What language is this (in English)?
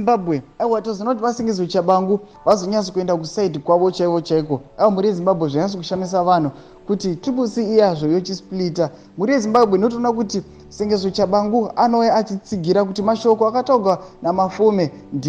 Shona